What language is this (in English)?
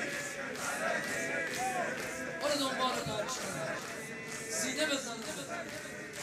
Persian